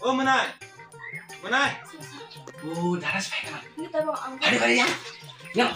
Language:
Kok Borok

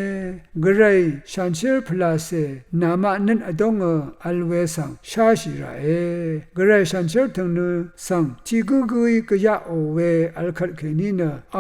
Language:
Rawang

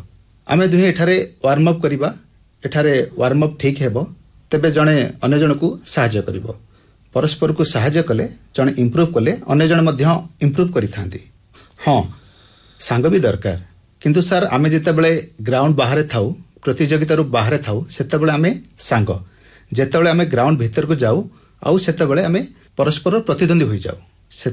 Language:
Odia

